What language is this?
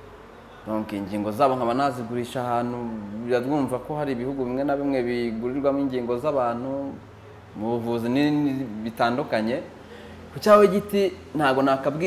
Kinyarwanda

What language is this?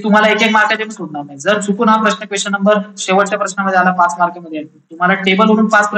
Marathi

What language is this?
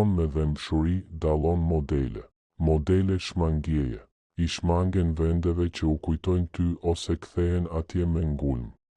Albanian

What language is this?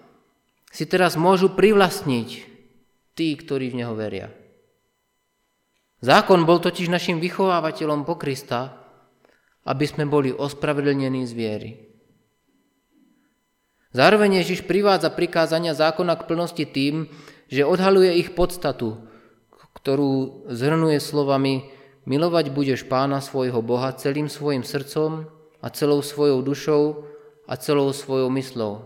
Slovak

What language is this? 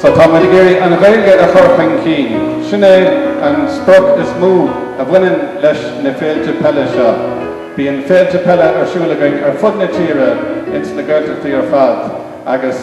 Irish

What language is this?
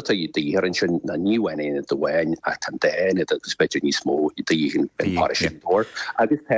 Irish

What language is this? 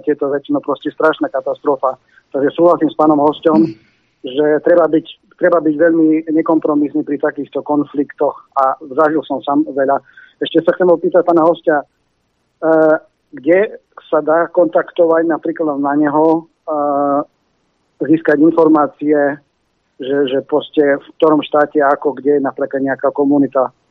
Slovak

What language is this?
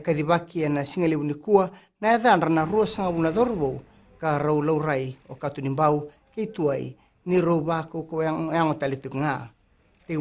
Fijian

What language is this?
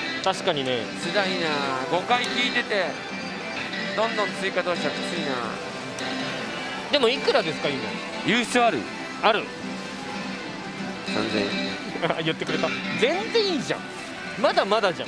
Japanese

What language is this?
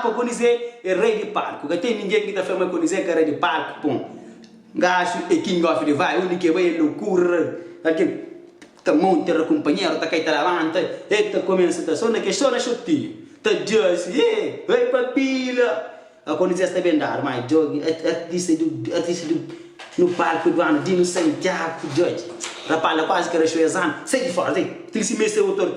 Kabuverdianu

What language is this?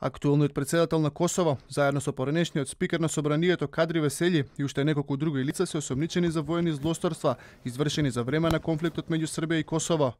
Macedonian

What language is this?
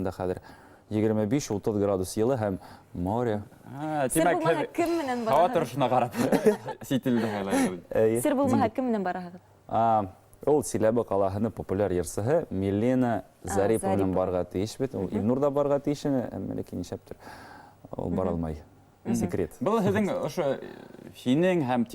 Bashkir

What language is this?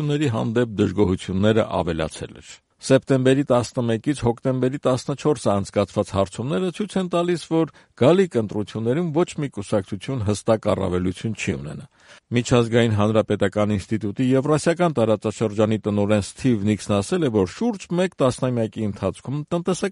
Armenian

